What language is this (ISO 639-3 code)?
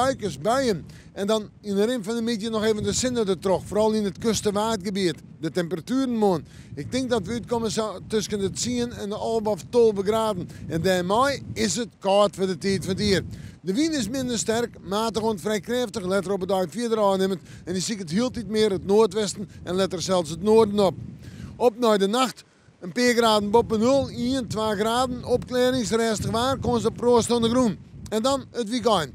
fry